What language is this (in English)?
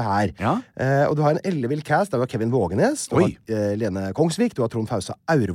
Norwegian